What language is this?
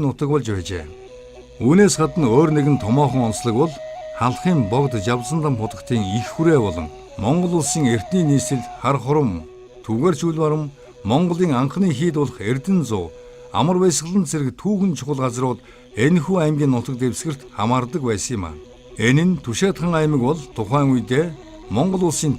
Mongolian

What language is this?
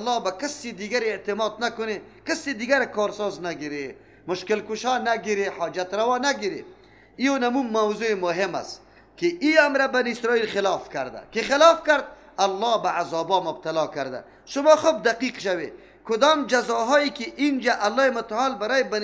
Persian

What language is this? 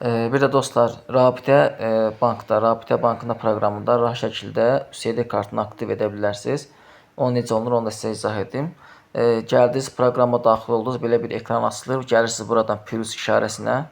Azerbaijani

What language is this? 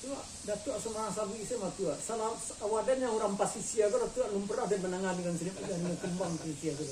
Minangkabau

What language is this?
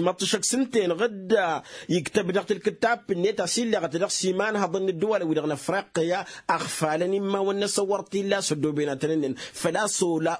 Tamasheq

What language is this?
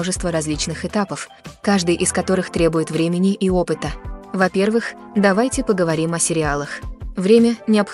Russian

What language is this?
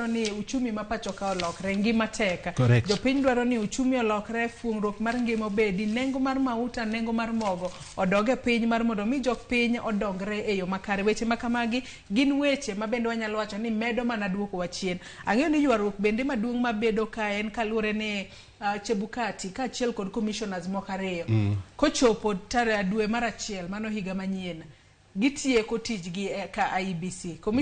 Luo (Kenya and Tanzania)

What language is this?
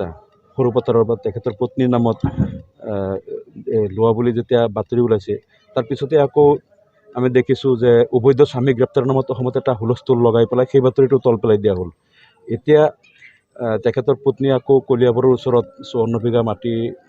Assamese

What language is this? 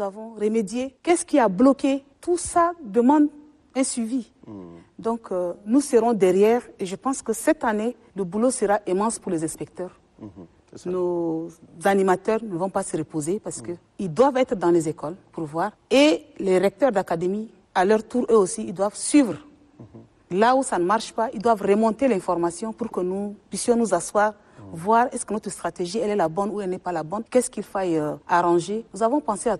French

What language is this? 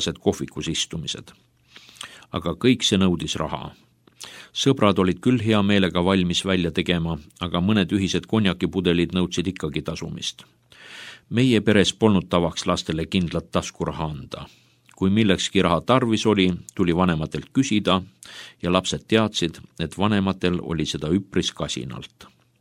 Estonian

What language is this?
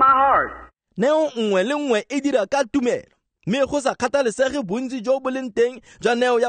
Tswana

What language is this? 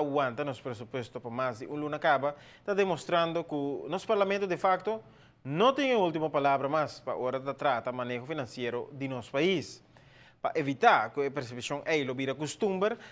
Papiamento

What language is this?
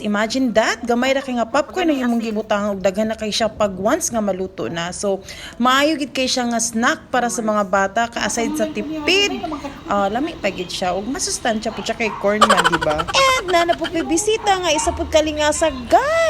Cebuano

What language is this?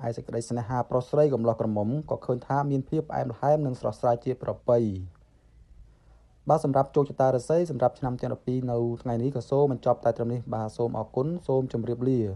Khmer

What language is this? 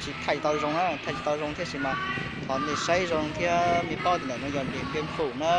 Hmong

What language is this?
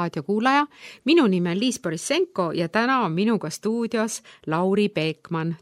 Estonian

